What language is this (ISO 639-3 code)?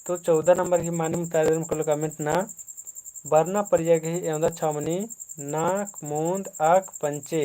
kru